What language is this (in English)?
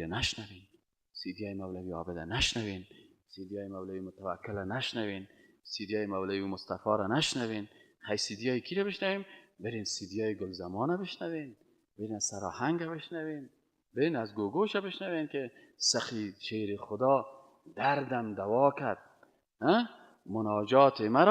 Persian